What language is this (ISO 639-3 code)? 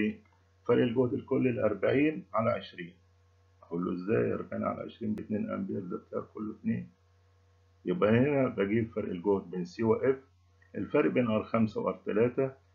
arz